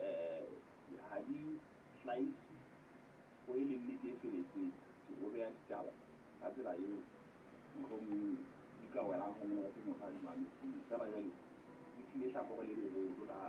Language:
Southern Sotho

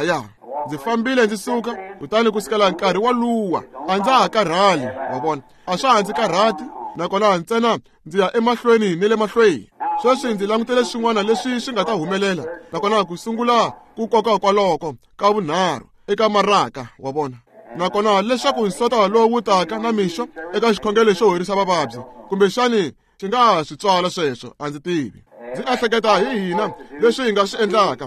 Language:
Tsonga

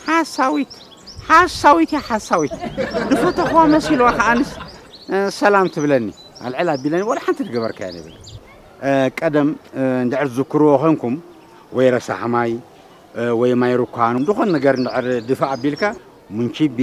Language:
Tigrinya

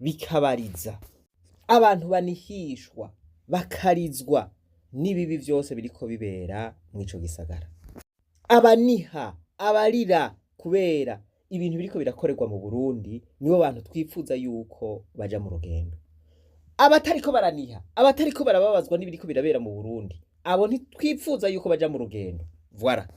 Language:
Rundi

